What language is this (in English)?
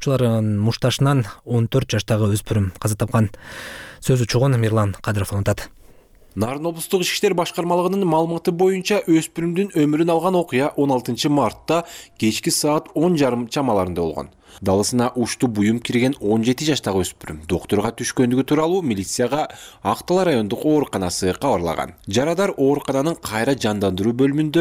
Kyrgyz